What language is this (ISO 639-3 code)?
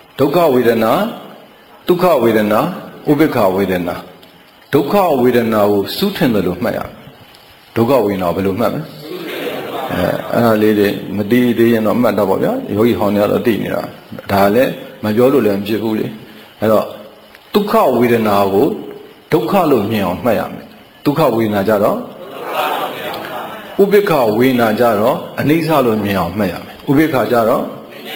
mya